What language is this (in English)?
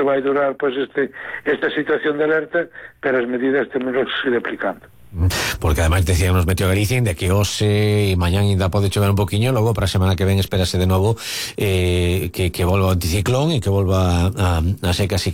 Galician